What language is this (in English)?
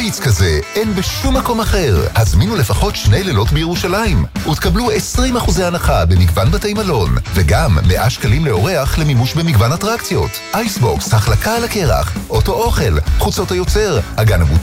Hebrew